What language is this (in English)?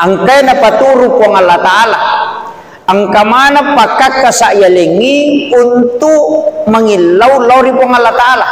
Buginese